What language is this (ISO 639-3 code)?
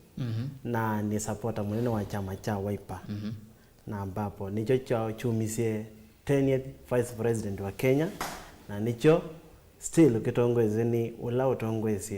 kam